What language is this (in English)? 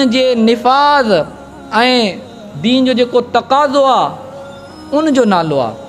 Sindhi